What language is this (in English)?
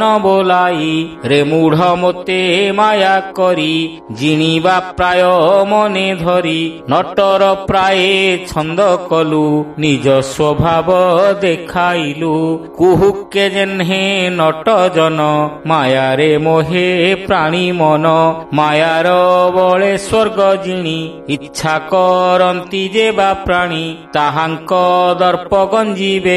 Odia